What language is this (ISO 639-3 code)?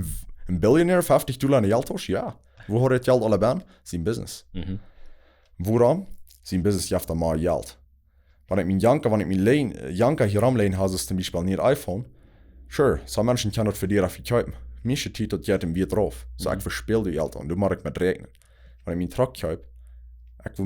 pdt